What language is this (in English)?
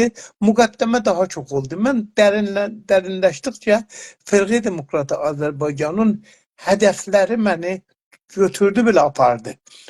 South Azerbaijani